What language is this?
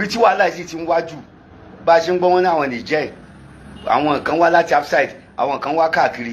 Yoruba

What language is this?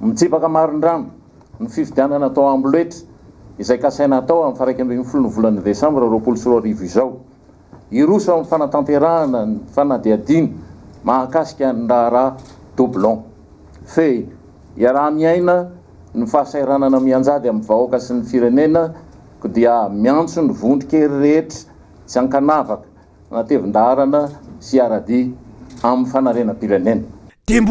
Malagasy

